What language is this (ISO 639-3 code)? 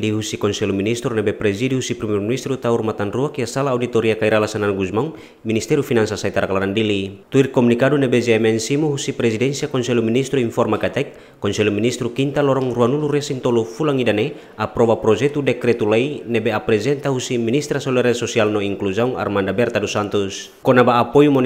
tet